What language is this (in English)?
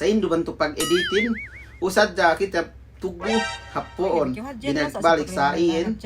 Yakan